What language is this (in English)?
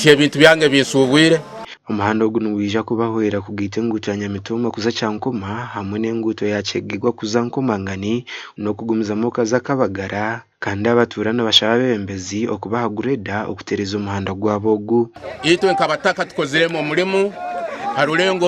Nyankole